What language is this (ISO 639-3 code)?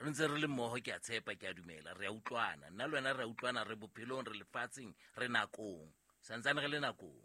sot